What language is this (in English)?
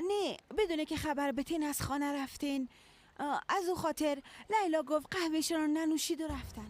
Persian